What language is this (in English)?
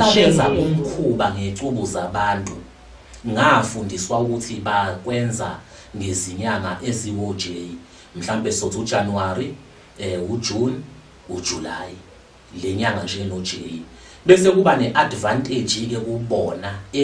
Zulu